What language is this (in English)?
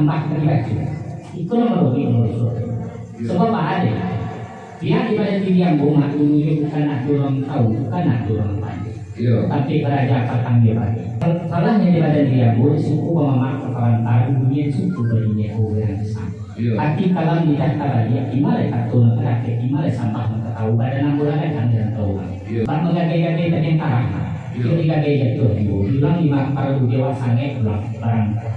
Minangkabau